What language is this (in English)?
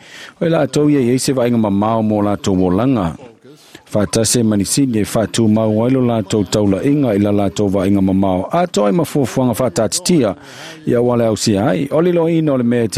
Samoan